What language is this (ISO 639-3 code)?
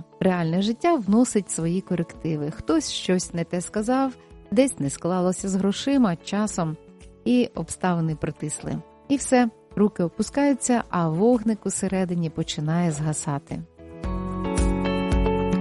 ukr